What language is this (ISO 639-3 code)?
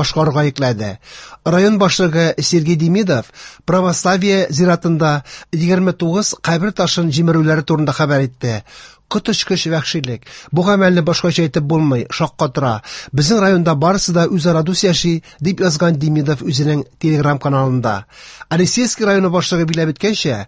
tat